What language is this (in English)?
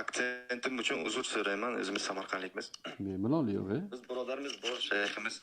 Uzbek